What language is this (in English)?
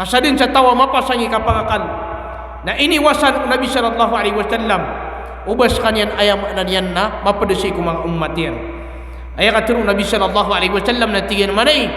Maranao